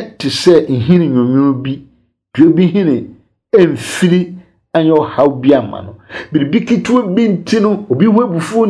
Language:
Akan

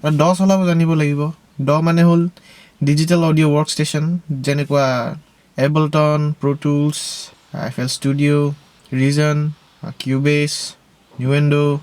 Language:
Assamese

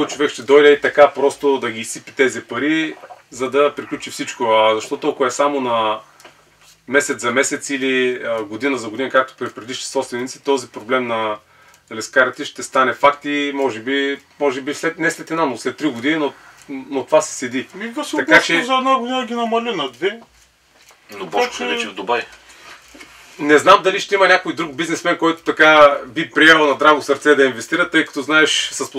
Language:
Bulgarian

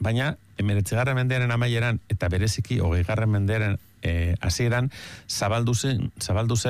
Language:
Basque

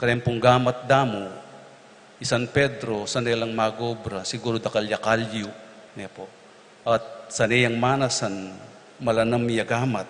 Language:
Pampanga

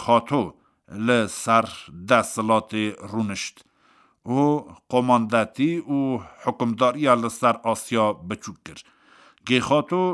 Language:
Kurdish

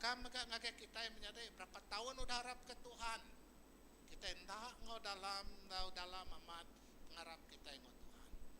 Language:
Iban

